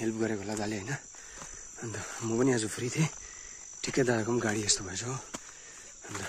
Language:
Nepali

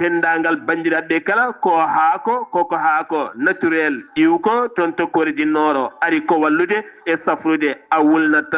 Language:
Fula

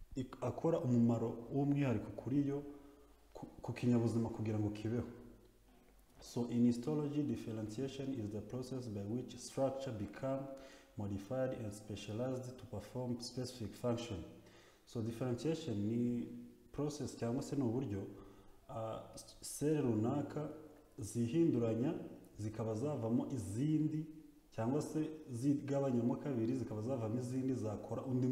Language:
Kinyarwanda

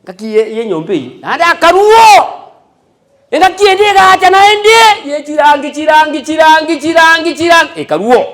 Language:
Gusii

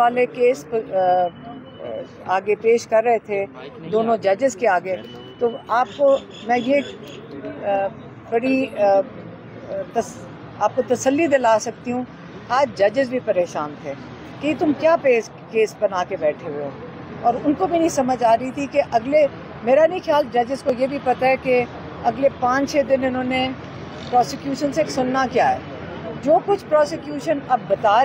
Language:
Urdu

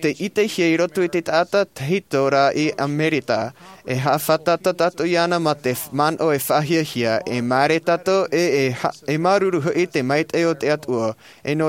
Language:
Tahitian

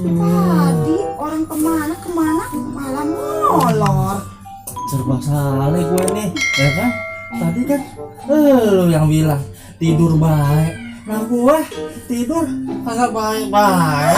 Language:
Betawi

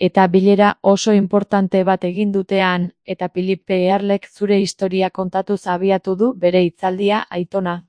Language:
Basque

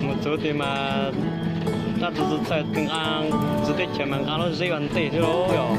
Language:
Hmong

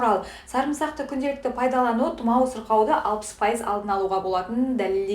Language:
Kazakh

